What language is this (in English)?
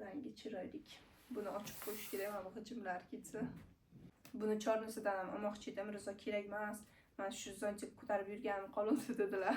Uzbek